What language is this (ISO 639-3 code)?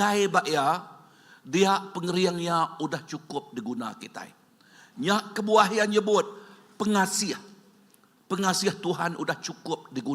iba